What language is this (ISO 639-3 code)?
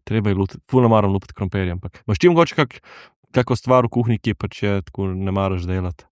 slv